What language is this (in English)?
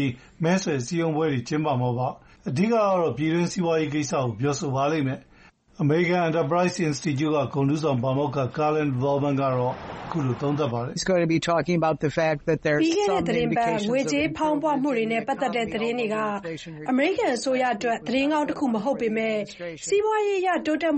Burmese